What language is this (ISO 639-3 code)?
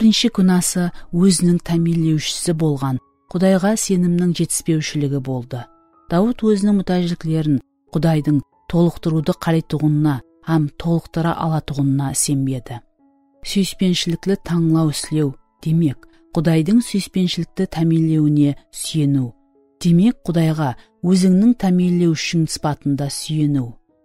kaa